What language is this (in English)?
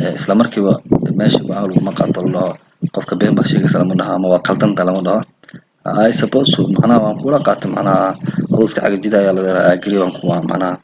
Somali